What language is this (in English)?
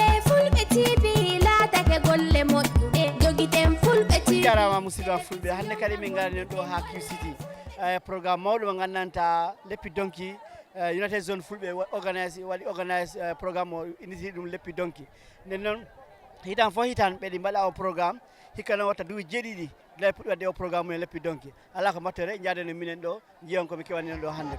Fula